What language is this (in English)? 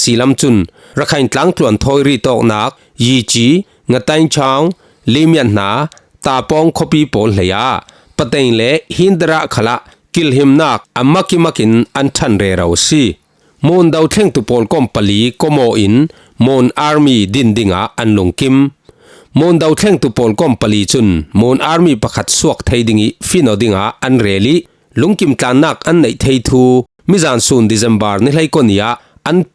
Falam Chin